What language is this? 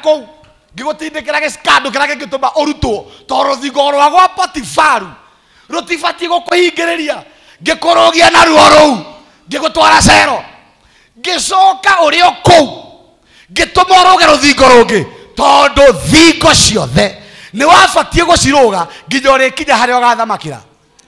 Kikuyu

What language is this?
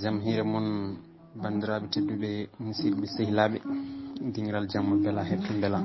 Fula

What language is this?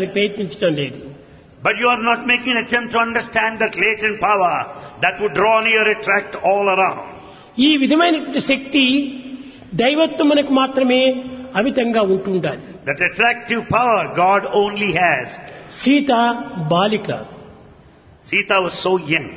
Telugu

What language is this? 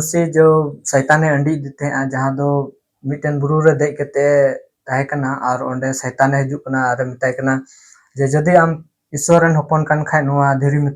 Santali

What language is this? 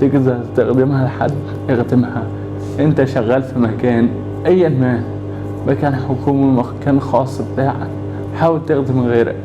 Egyptian Arabic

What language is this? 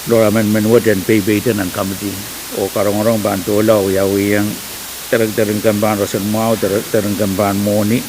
Pohnpeian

